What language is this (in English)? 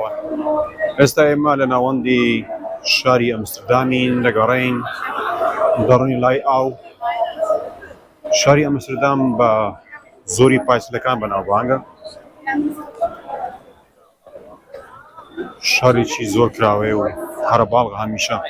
Central Kurdish